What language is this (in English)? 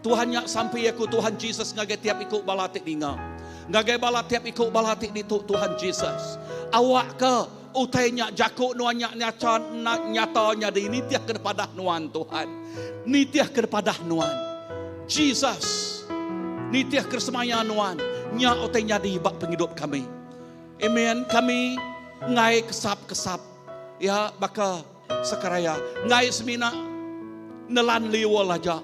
Iban